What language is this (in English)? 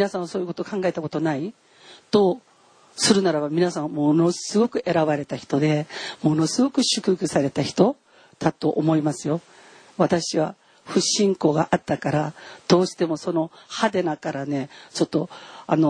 Japanese